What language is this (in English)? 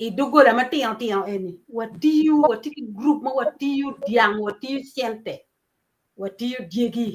Acoli